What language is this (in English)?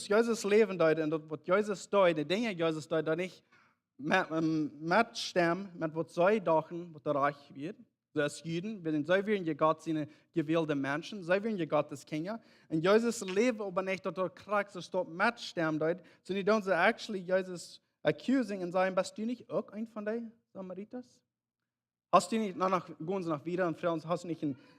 Plautdietsch